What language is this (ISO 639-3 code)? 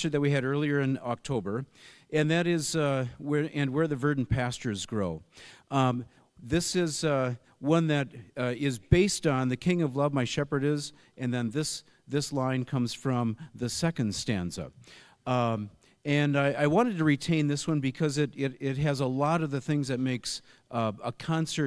eng